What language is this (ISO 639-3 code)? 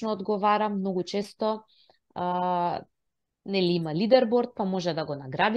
mkd